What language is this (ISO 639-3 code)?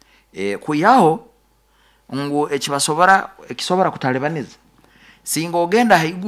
nyo